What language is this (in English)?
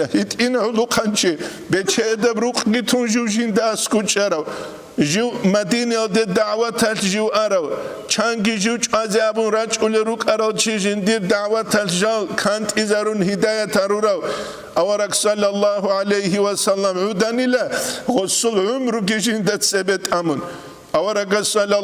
Avaric